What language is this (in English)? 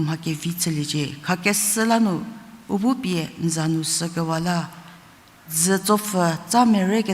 Angami Naga